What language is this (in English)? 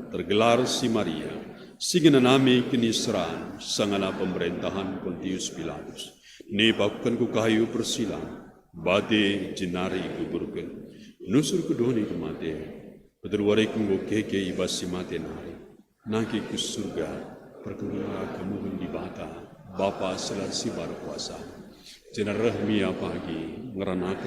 Batak Karo